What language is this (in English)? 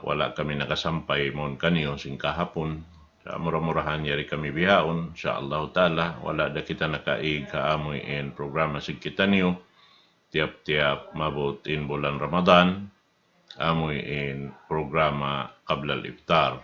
Tausug